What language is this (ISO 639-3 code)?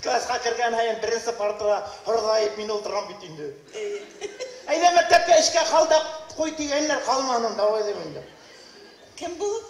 bak